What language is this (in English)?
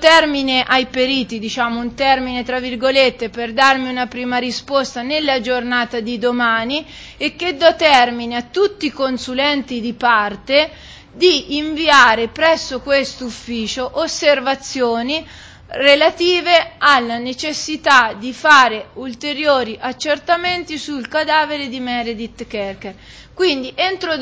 Italian